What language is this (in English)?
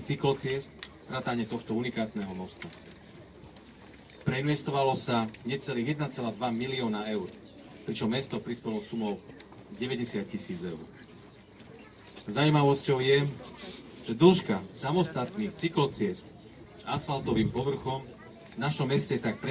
Slovak